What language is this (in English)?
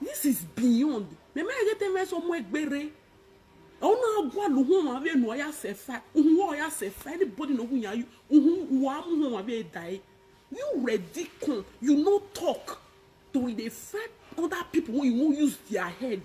Nigerian Pidgin